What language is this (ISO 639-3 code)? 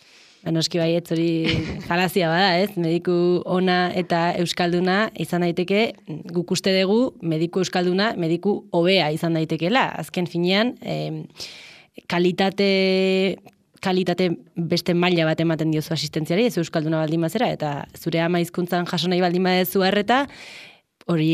eus